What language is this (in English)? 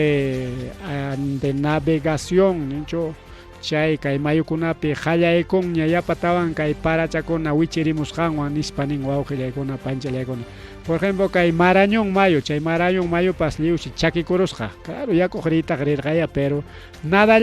Ayacucho Quechua